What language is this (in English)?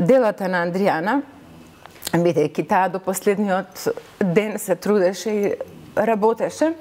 Macedonian